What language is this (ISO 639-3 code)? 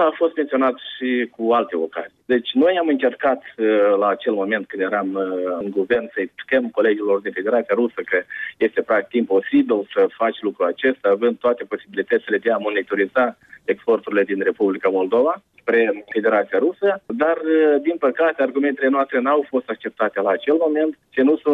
ron